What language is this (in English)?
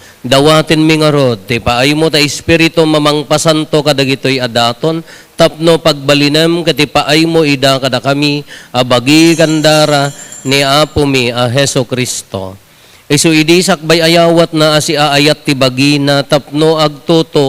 Iloko